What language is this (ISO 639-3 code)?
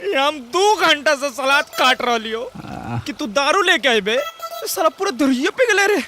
mag